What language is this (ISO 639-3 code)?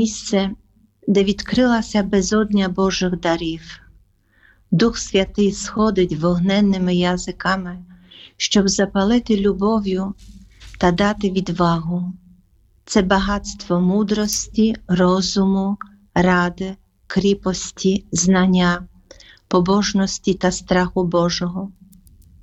ukr